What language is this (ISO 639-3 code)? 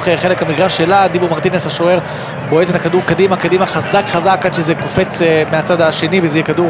heb